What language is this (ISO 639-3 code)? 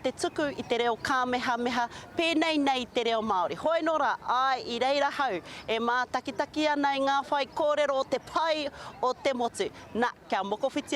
mri